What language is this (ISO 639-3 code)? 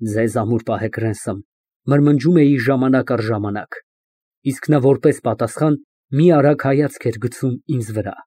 hye